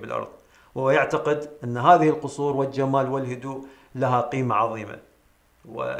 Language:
Arabic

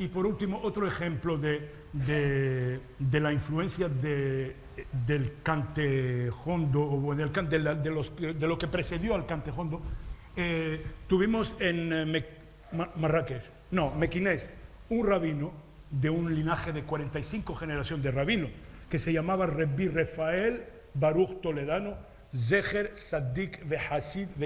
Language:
Ladino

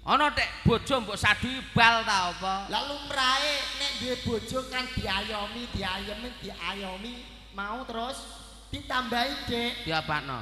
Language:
Javanese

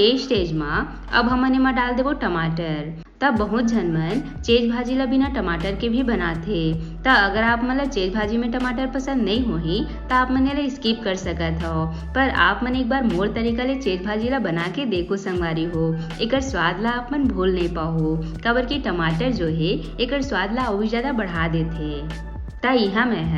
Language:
Chhattisgarhi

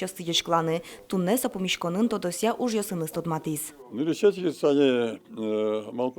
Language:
Udmurt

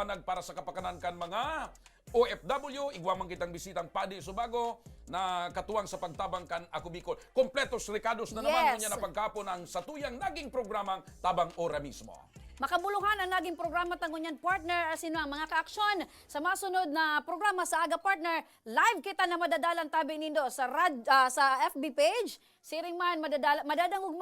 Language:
Bikol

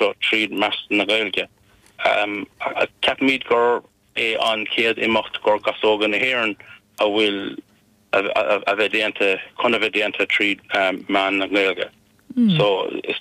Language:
Irish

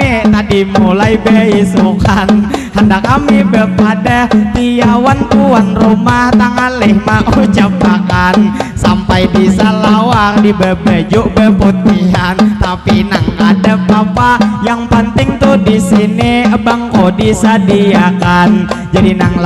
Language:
Banjar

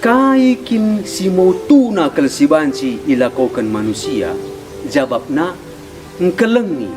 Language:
Batak Karo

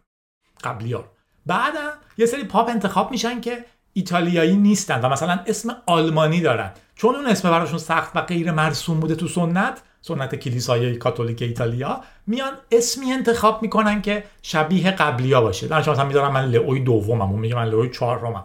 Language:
Persian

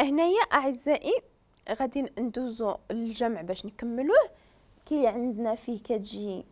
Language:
Moroccan Arabic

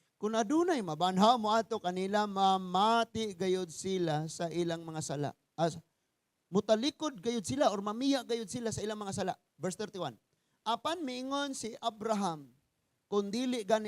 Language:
Cebuano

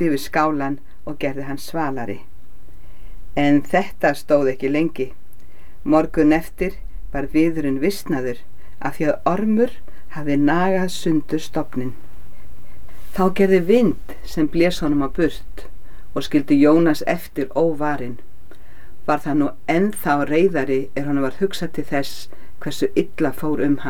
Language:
Icelandic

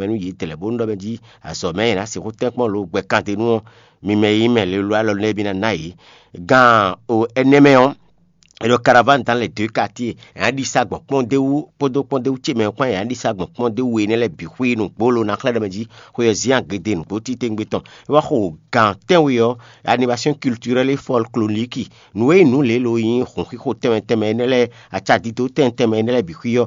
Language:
Fon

